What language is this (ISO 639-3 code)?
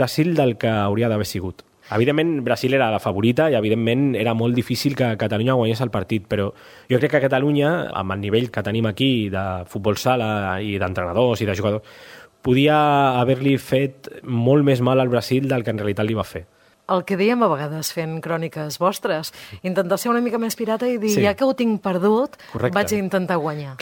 cat